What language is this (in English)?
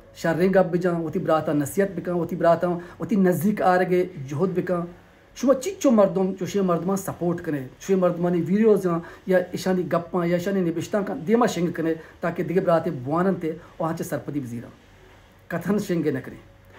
Baluchi